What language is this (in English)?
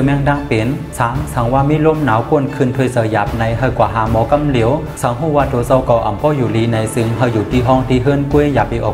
Shan